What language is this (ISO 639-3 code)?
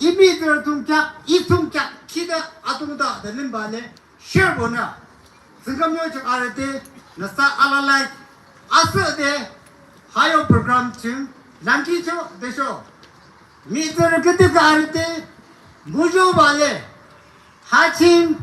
nag